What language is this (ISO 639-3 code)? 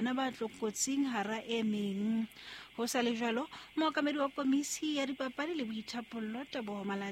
sot